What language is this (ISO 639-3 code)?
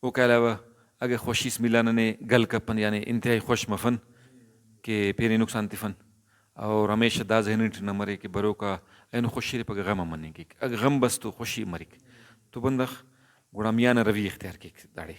brh